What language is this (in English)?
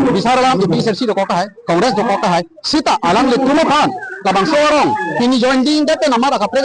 Karbi